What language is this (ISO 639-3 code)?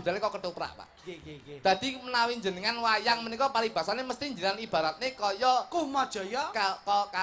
jav